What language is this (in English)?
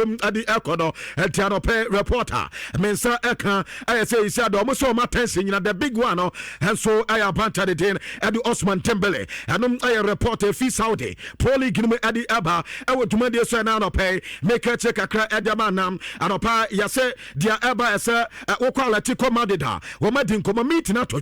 Akan